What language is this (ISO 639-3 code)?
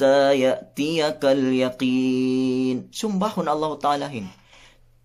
yka